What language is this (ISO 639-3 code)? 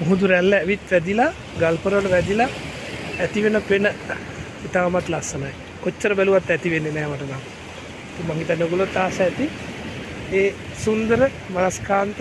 sin